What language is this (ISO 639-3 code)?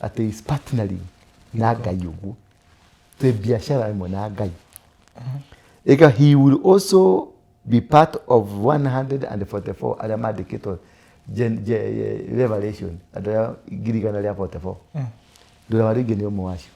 kik